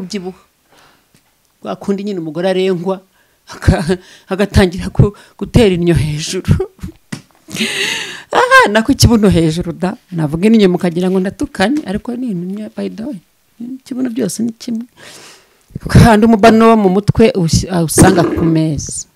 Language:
Kinyarwanda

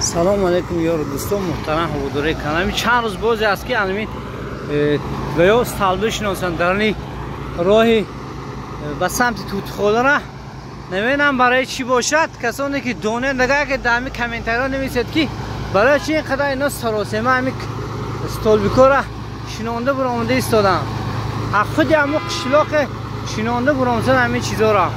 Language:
Tajik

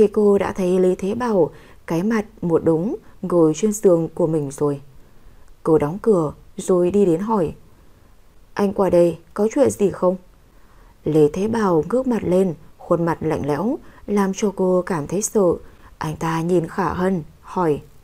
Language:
Vietnamese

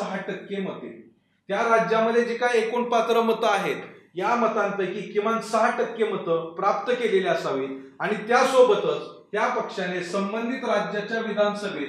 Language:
Marathi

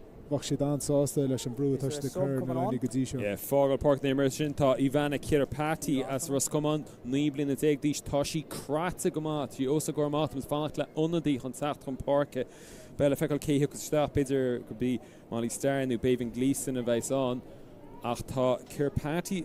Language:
Irish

